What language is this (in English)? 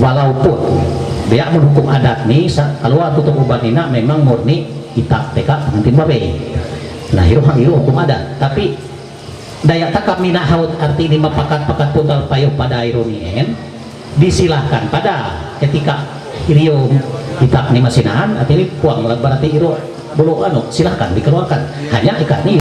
Ma'anyan